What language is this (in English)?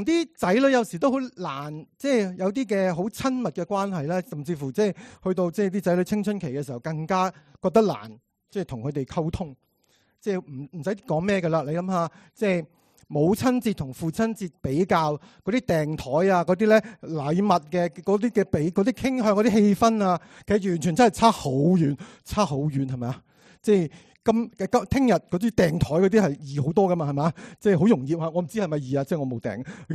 Cantonese